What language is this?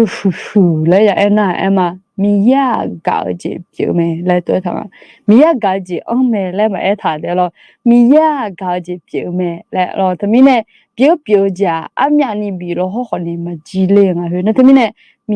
Akha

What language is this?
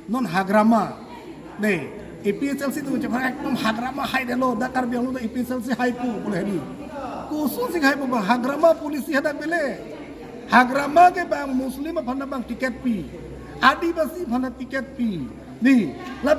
Karbi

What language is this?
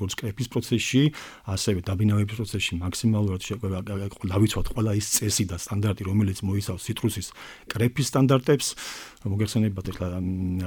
Georgian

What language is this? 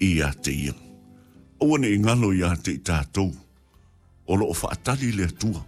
Samoan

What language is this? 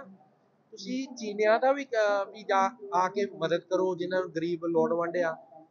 Punjabi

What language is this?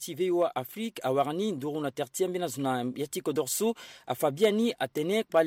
Sango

